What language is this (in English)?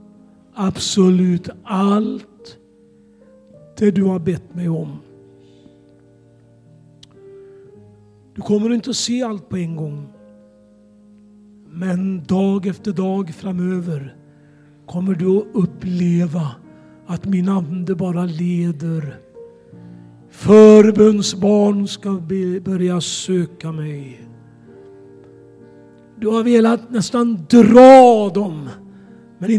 Swedish